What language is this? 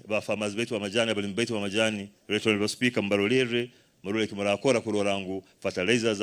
Nyankole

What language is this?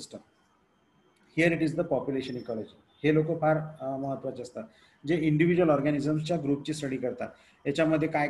Marathi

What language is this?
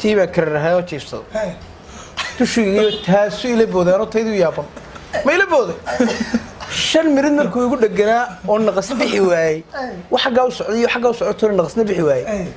Somali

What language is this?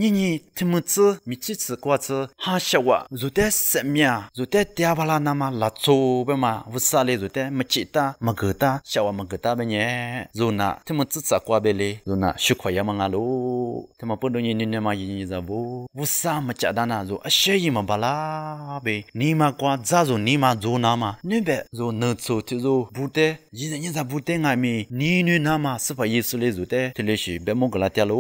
Lisu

